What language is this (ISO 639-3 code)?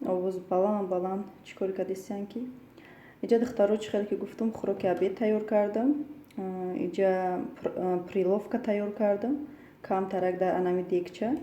tgk